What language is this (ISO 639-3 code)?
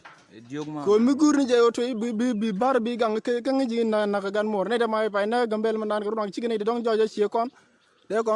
nus